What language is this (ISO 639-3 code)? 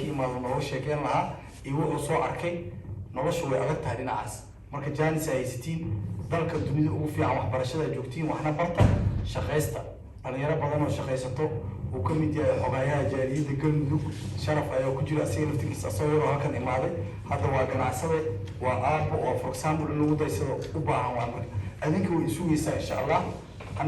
som